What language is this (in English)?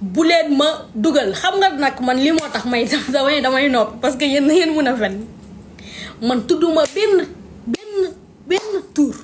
Wolof